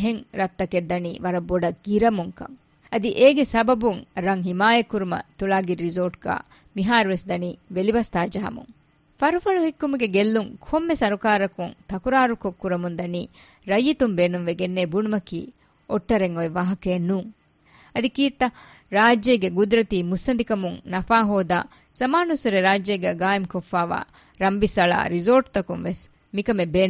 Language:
Divehi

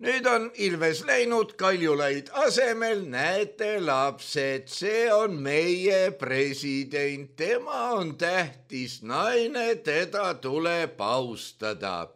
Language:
Estonian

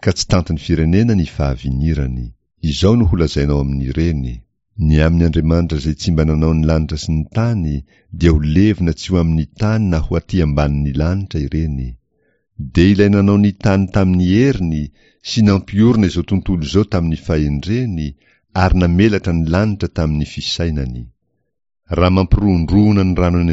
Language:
Malagasy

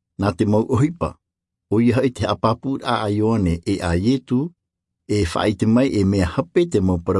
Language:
Tahitian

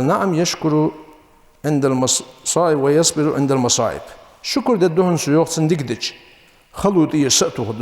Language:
Ingush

